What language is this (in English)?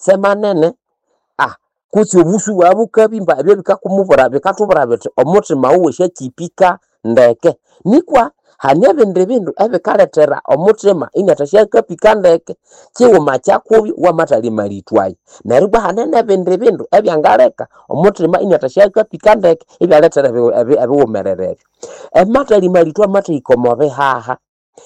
Nande